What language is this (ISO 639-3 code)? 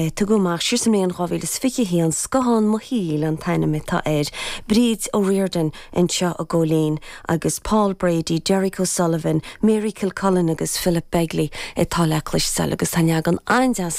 gle